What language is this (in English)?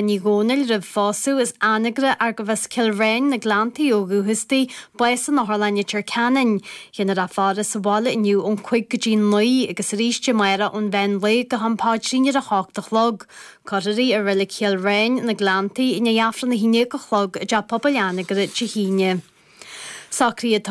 Irish